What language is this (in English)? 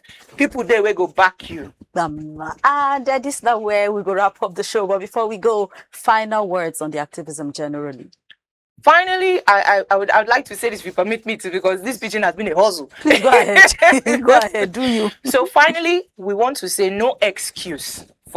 Nigerian Pidgin